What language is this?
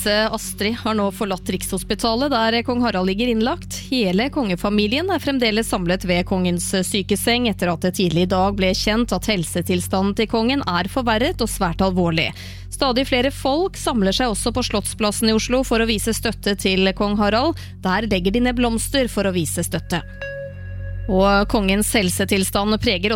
Norwegian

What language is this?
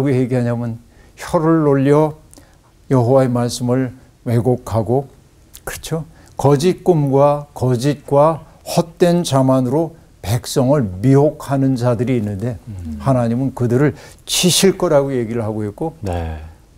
Korean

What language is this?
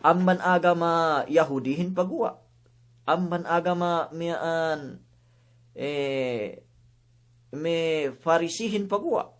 Yakan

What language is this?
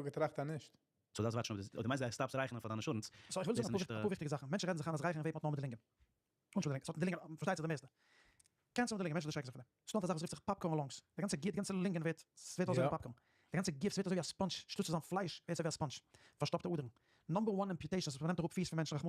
Yiddish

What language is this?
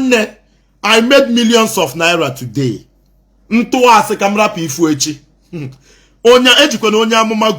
Igbo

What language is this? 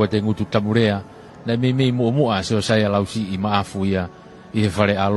Tongan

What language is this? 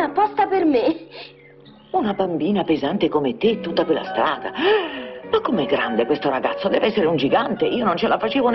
Italian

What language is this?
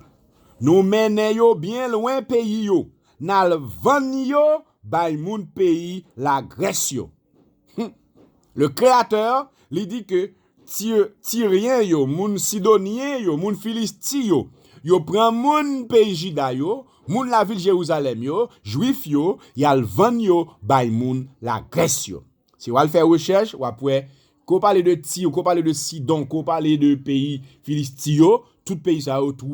Haitian Creole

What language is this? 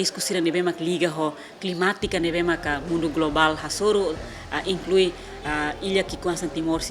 Tetum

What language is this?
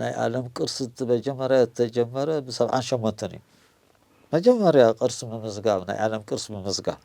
Tigrinya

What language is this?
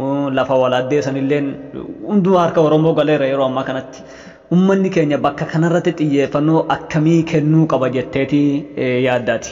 Oromo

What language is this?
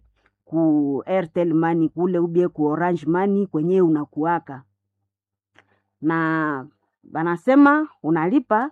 Swahili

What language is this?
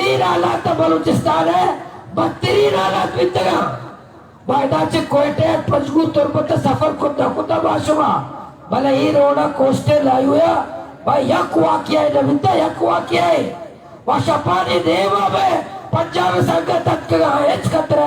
Baluchi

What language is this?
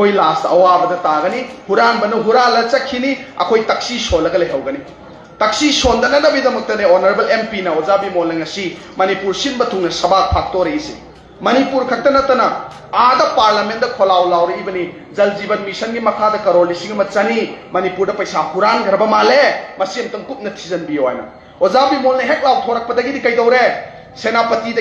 Manipuri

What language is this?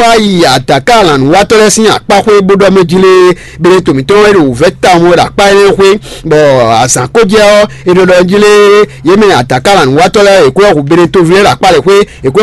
Fon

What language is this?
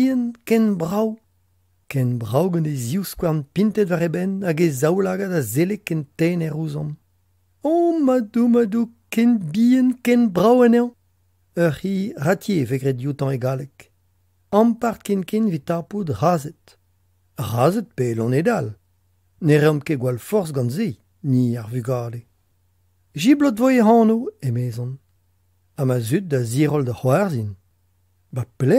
Breton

